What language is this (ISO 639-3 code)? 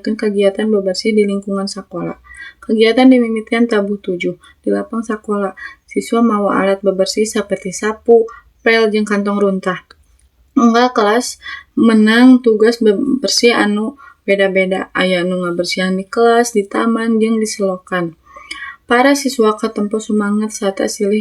sun